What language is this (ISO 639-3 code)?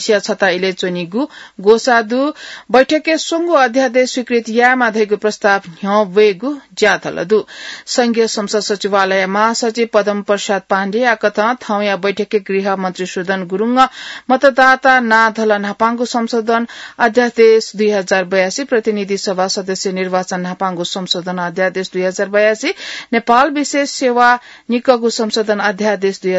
new